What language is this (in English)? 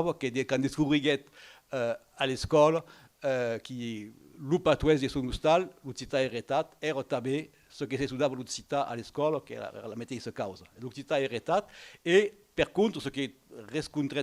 Occitan